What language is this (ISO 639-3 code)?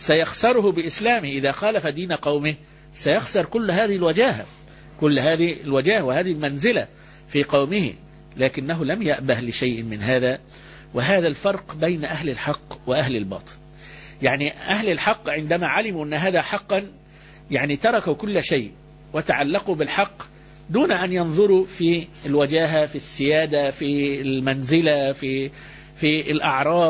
ara